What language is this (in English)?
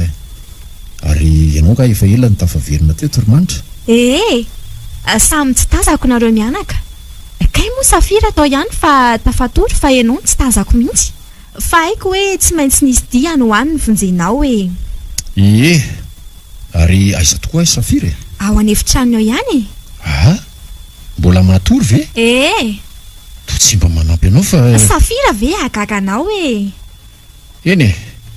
Malagasy